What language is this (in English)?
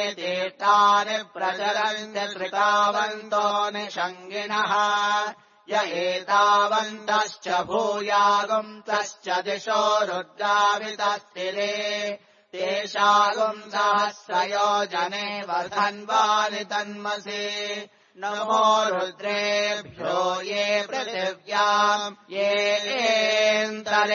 Sanskrit